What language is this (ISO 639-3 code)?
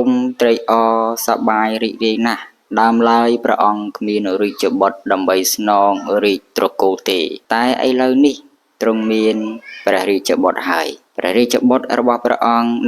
khm